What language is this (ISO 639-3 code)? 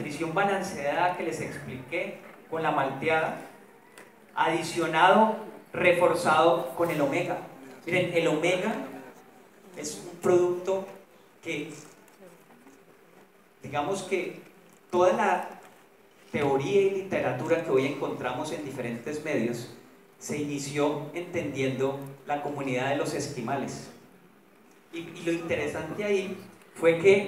spa